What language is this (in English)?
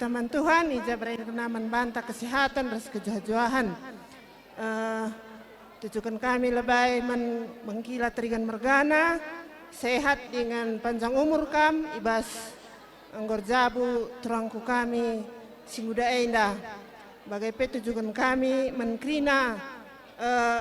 Batak Karo